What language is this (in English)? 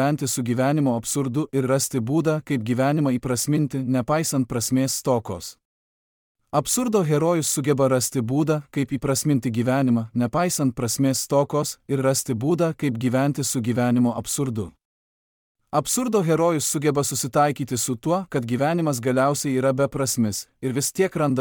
Lithuanian